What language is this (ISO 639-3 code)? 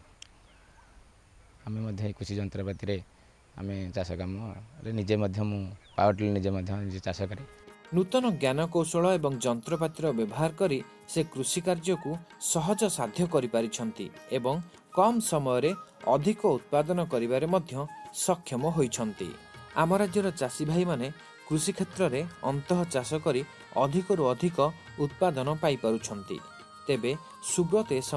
ori